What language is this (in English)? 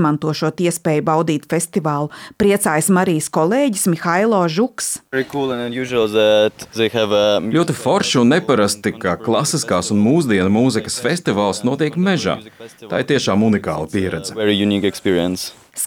Latvian